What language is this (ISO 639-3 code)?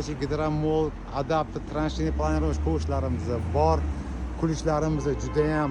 uzb